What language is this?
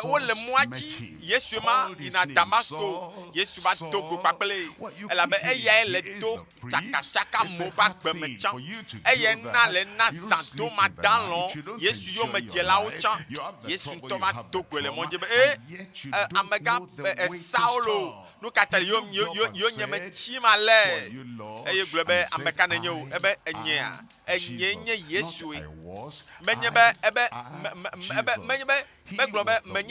Ewe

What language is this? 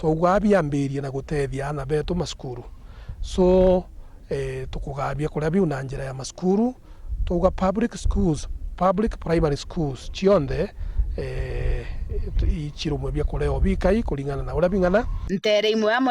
Meru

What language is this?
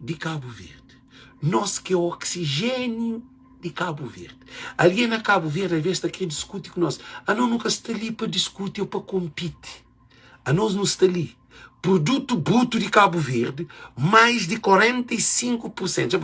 Kabuverdianu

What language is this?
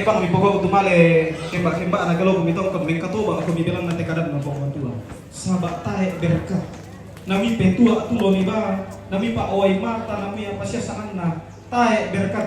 Toraja-Sa'dan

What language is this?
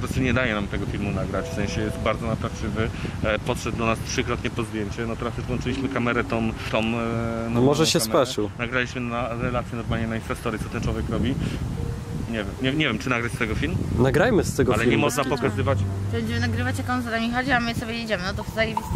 Polish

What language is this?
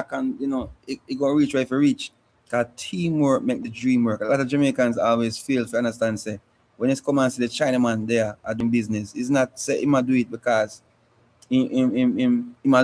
Jamaican Creole English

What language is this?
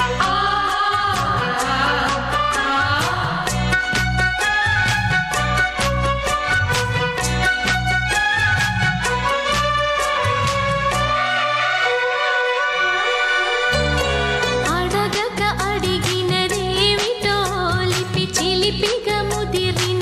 Telugu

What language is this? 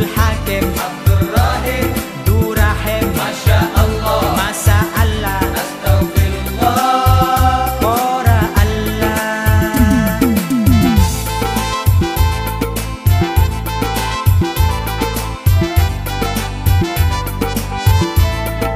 Madurese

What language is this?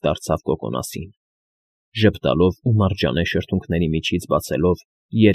Armenian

